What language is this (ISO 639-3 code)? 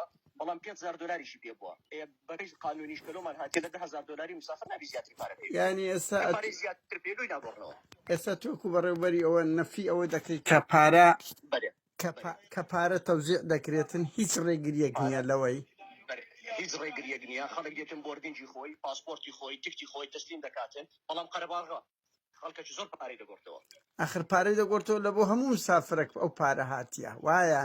ckb